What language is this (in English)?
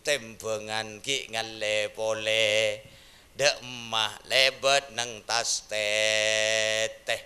Madurese